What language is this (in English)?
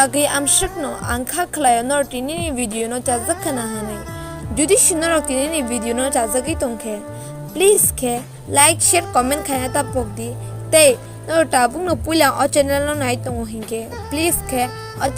Kok Borok